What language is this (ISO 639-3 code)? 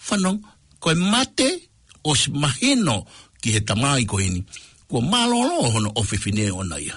ton